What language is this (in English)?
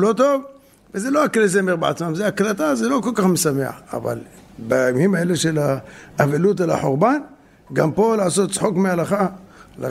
Hebrew